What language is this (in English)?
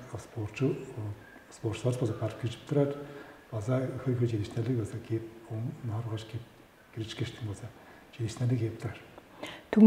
Tuvinian